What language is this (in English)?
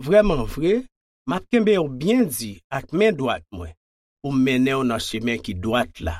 Haitian Creole